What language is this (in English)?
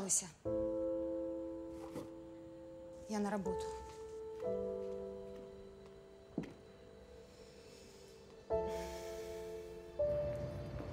Russian